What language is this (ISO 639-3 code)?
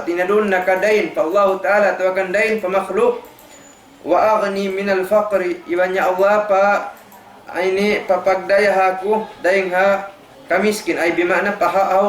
tsg